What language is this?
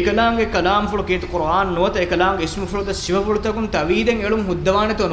Divehi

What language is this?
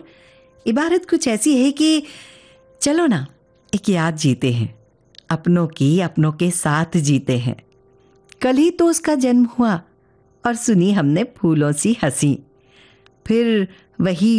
Hindi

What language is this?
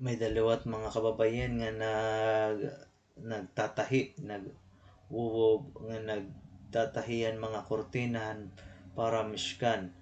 Waray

